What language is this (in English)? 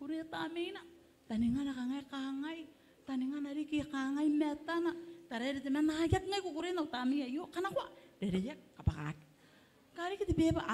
Gilbertese